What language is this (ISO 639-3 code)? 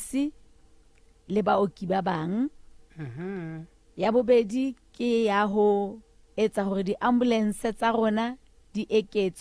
sot